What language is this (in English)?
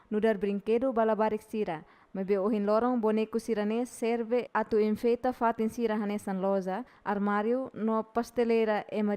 Tetum